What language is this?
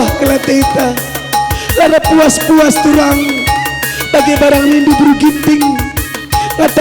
Batak Karo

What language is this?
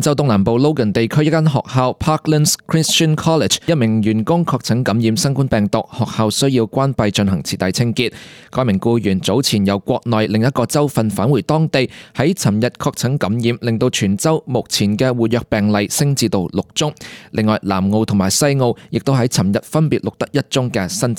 Cantonese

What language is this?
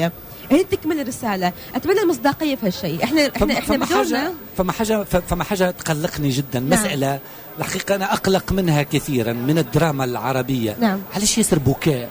Tunisian Arabic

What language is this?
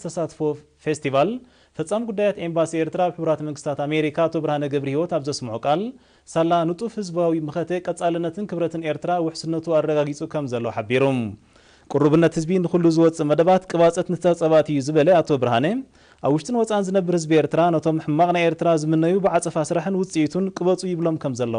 Tigrinya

